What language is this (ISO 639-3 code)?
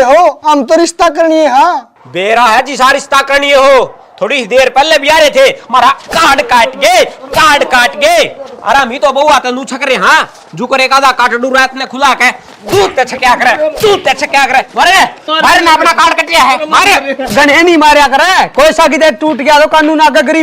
bgc